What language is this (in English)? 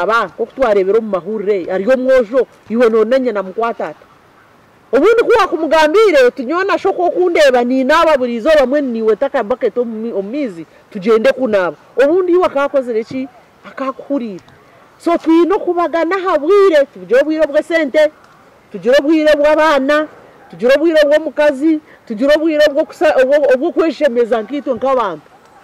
Nyankole